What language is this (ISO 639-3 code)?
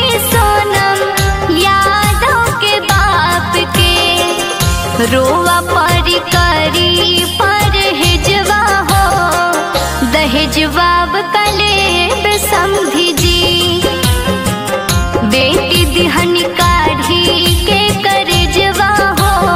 bho